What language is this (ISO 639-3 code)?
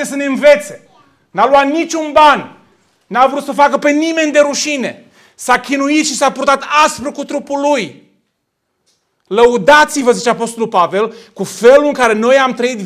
ron